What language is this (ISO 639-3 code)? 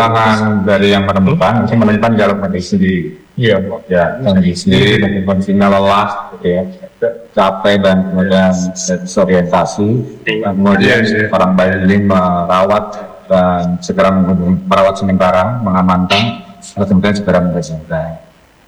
ind